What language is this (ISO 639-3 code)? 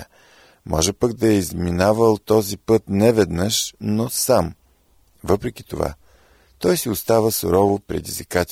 bul